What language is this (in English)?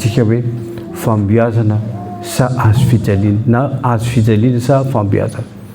Malagasy